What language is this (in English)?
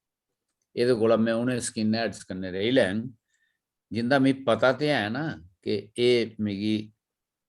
Dogri